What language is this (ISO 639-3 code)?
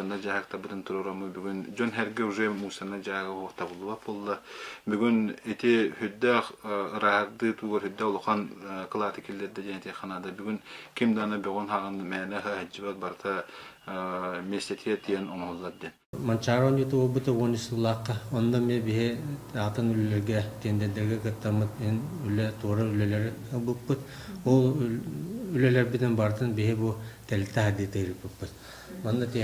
sah